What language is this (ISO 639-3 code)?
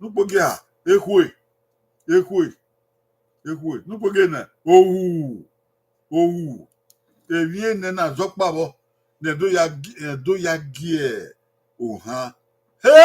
bin